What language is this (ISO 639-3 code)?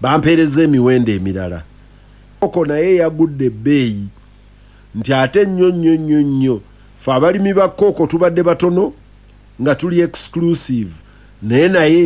lug